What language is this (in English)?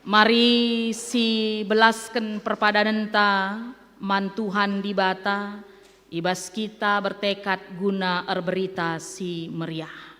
Batak Karo